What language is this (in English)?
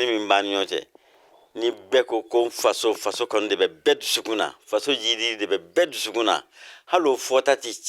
Bambara